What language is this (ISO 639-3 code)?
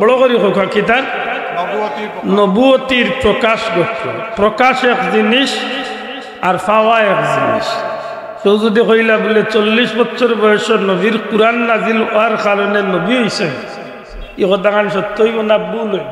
syl